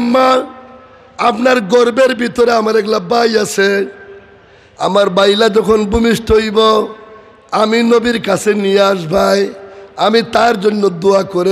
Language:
Sylheti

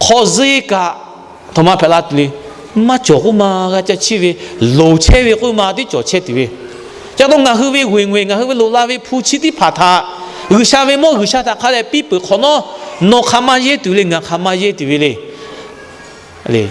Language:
Lahu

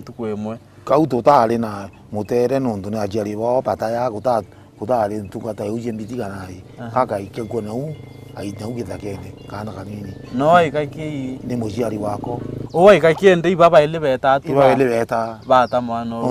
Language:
Meru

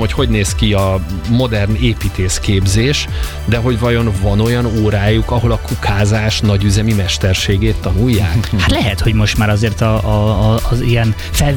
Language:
Hungarian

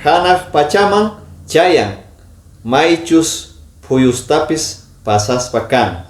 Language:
Quechua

